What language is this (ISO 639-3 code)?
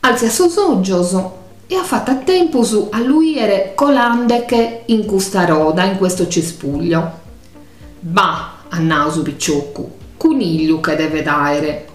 srd